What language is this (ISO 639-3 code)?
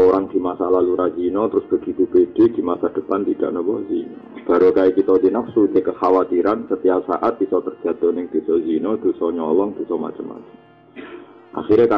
ind